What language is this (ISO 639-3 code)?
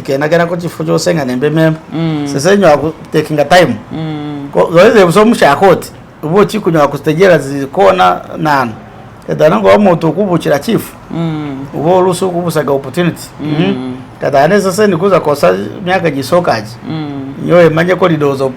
myx